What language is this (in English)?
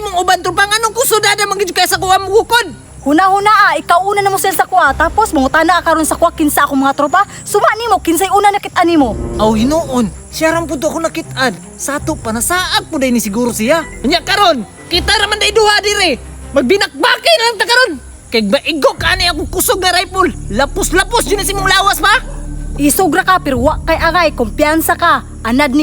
Cebuano